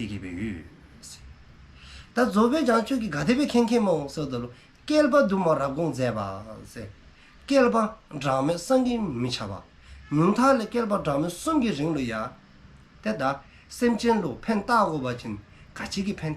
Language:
Dzongkha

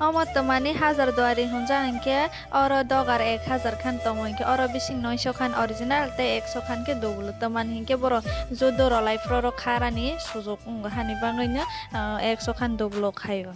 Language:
Kok Borok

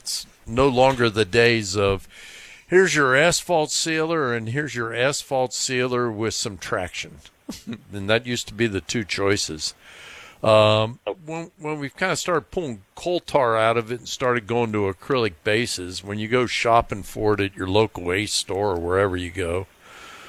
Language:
English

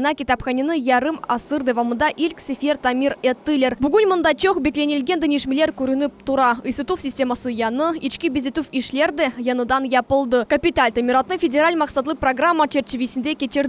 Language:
Crimean Tatar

